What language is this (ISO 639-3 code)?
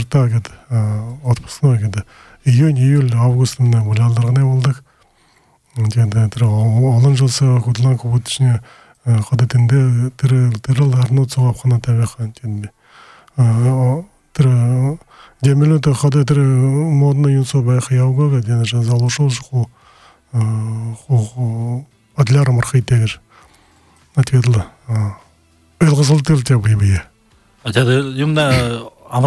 bua